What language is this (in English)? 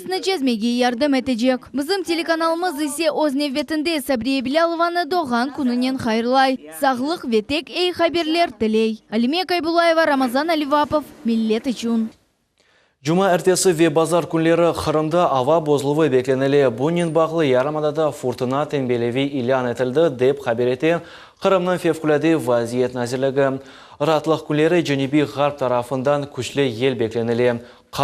Crimean Tatar